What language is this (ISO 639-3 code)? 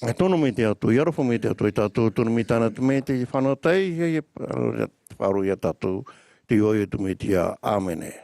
tah